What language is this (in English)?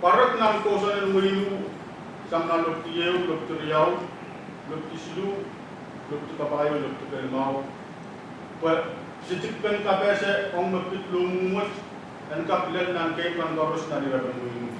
Pohnpeian